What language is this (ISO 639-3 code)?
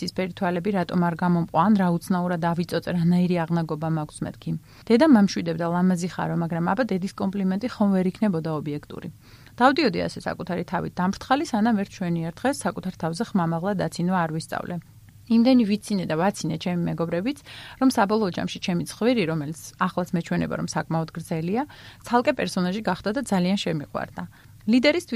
kat